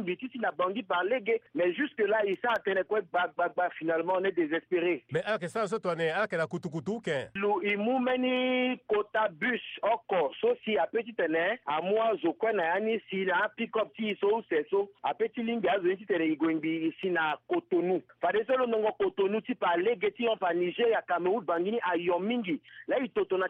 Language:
Sango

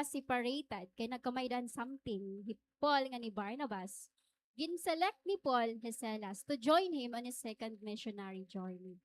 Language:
Waray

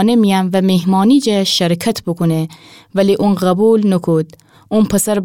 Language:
Gilaki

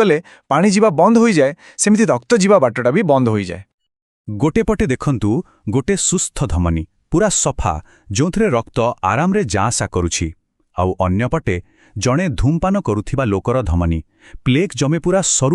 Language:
Odia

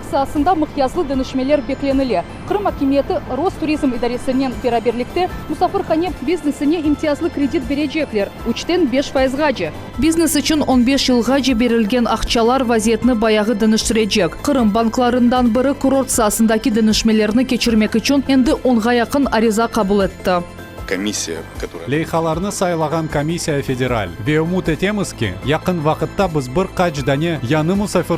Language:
Crimean Tatar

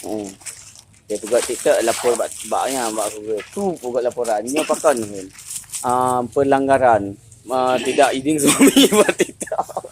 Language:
Achinese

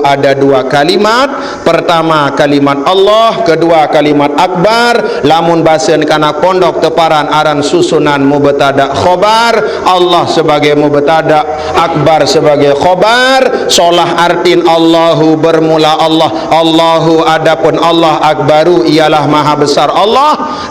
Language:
Sasak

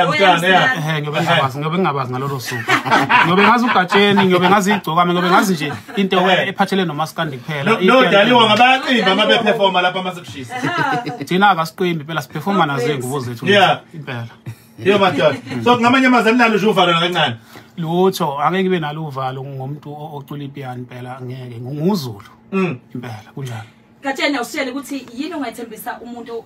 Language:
Zulu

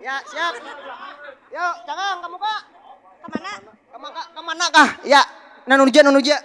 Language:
Banjar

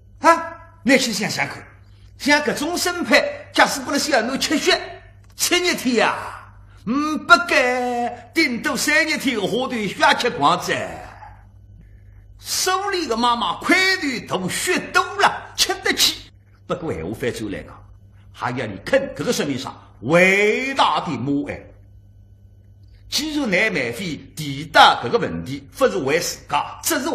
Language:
Wu Chinese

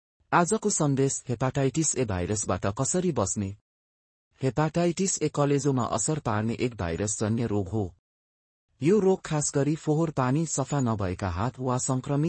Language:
Nepali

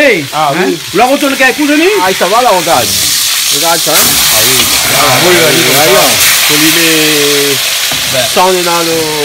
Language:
Réunion Creole French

